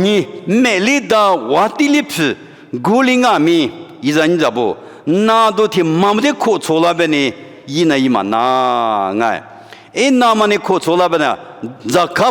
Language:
Lisu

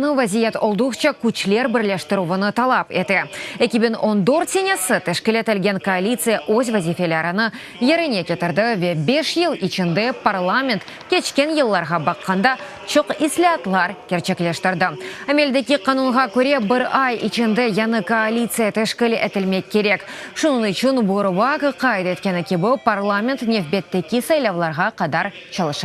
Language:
Crimean Tatar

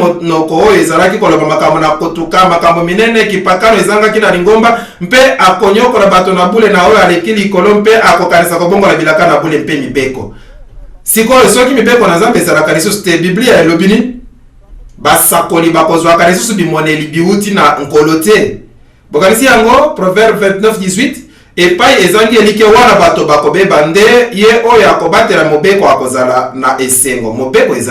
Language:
Lingala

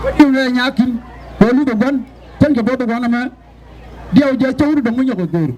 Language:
Nuer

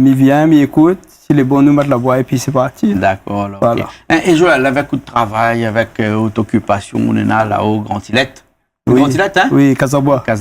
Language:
Réunion Creole French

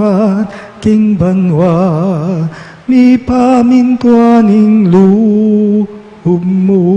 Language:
Pampanga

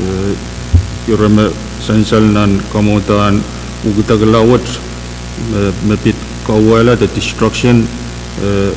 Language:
Pohnpeian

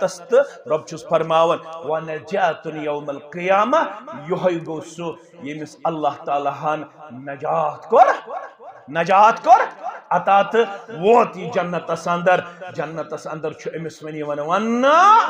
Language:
Kashmiri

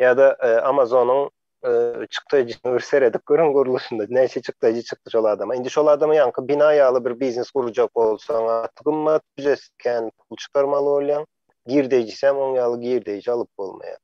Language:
Turkmen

